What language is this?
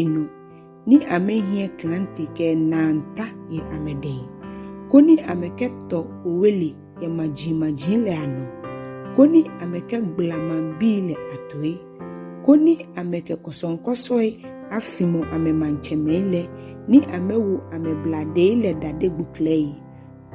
Ga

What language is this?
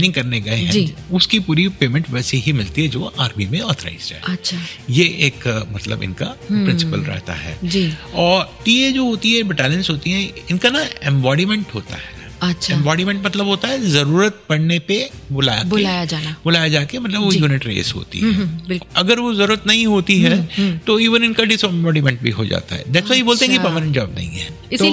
Hindi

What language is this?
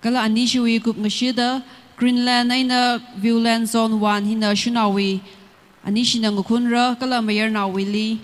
Tangkhul Naga (India)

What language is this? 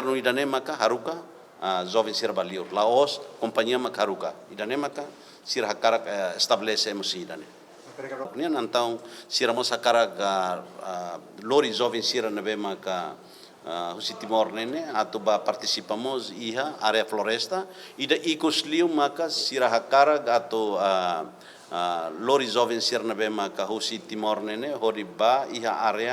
Tetum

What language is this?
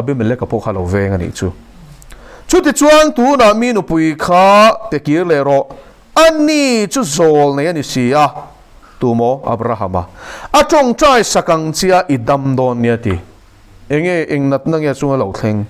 Mizo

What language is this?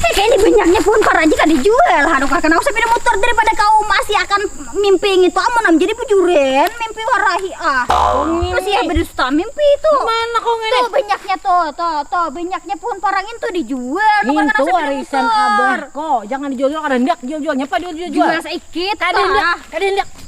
Banjar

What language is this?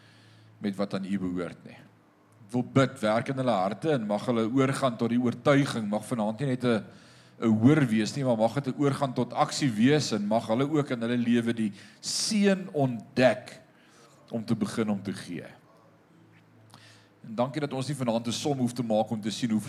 Afrikaans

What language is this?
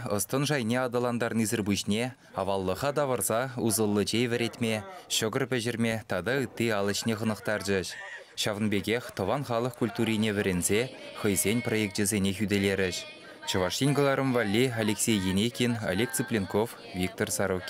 Chuvash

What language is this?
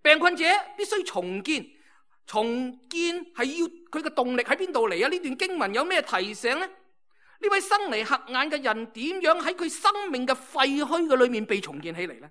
Cantonese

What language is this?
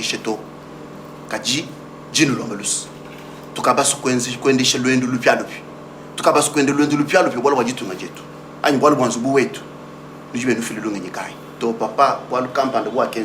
Luba-Lulua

